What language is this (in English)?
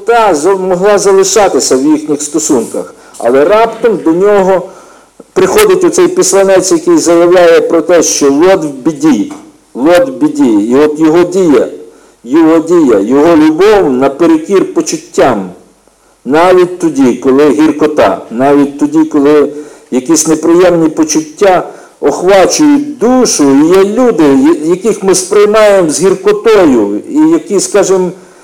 Ukrainian